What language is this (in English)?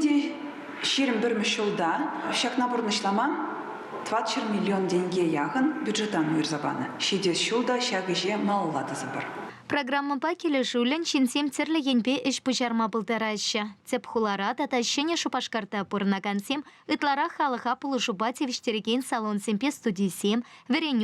Chuvash